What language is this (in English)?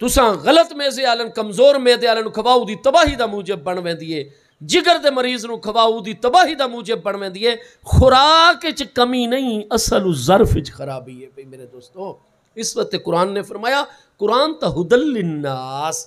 Saraiki